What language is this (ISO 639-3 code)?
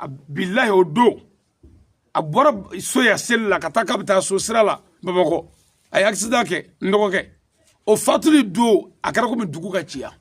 bam